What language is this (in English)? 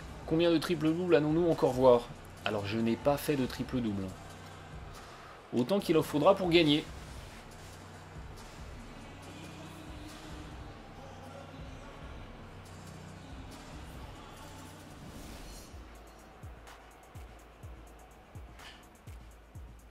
French